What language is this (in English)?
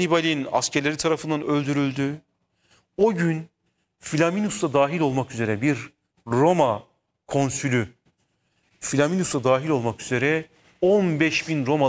Turkish